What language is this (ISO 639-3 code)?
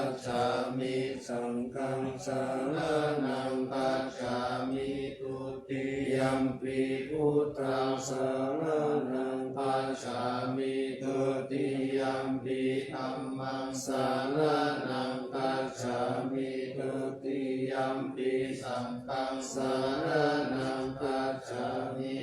pli